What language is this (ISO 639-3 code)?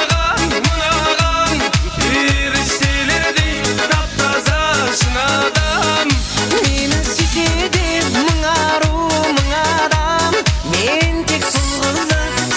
kaa